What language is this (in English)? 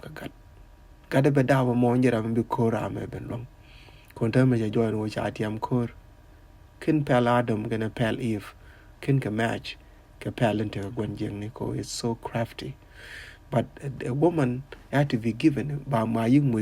Nuer